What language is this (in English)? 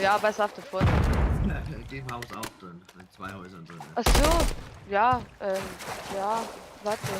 Bavarian